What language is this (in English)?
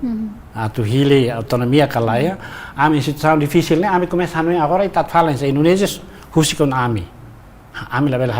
Tetum